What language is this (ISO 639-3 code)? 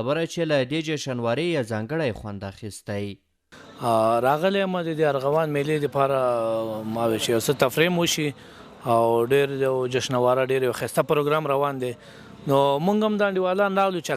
pus